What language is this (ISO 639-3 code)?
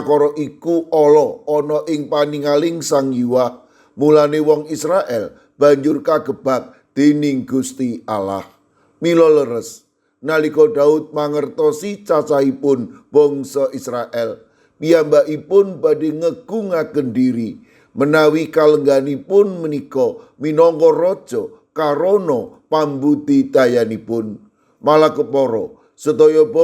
jav